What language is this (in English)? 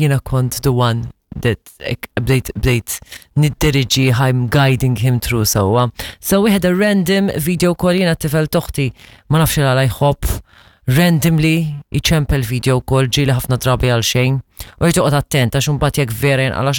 Maltese